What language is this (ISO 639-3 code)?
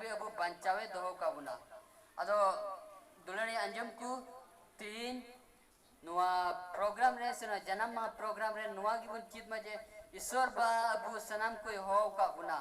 sat